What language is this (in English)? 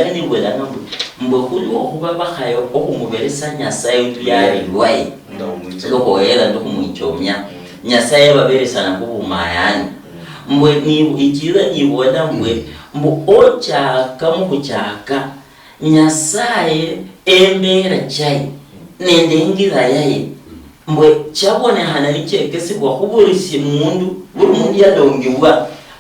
Luyia